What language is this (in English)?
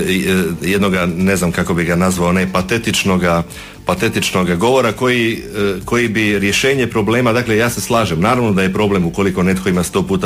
Croatian